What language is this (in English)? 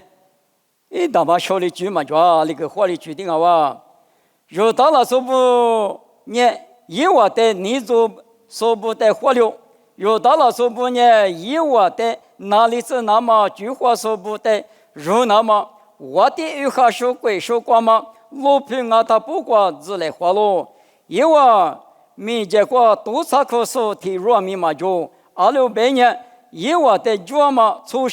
Lisu